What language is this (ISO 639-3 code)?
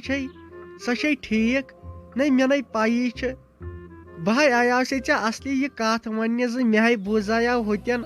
kas